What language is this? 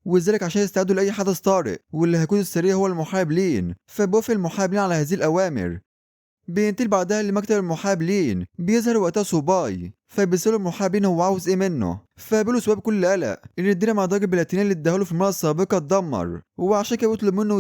Egyptian Arabic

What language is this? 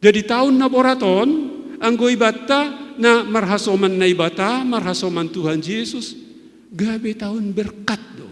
Batak Simalungun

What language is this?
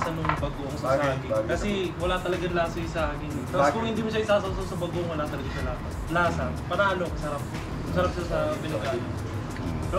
Filipino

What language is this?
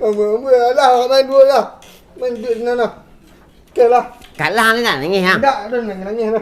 Minangkabau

